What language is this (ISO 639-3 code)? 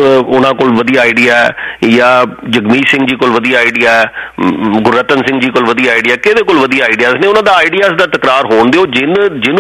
pan